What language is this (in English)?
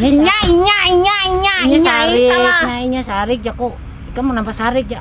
Banjar